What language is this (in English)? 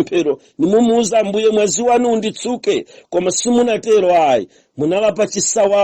Nyanja